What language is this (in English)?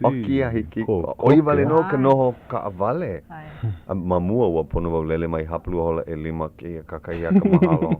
Hawaiian